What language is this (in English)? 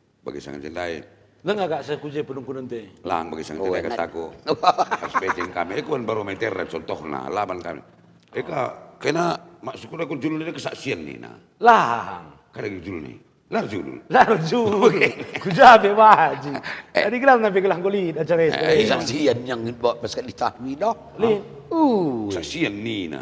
Batak Karo